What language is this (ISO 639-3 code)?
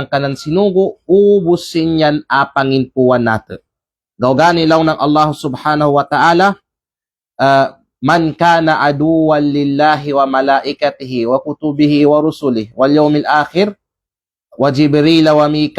kqe